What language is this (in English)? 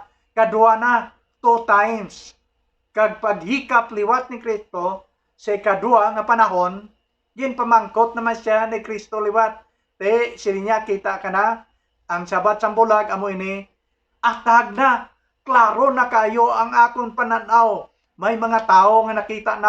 Hiligaynon